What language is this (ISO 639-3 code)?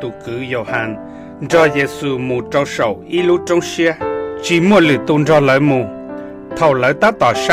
hmn